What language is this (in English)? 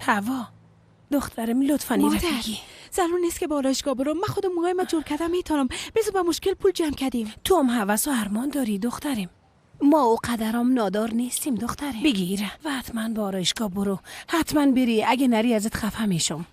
Persian